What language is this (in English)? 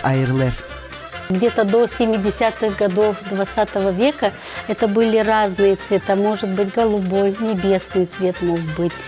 Gagauz